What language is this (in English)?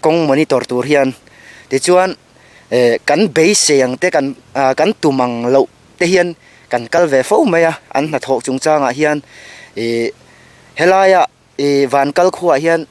Mizo